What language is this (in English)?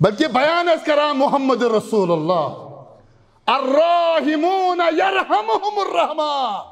Kashmiri